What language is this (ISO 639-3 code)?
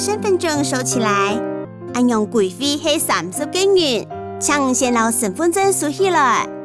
hak